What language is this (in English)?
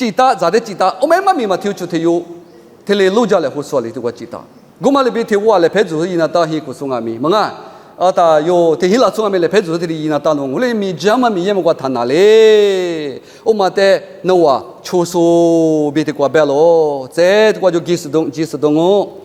Lisu